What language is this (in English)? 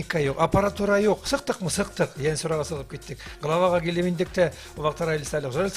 Bashkir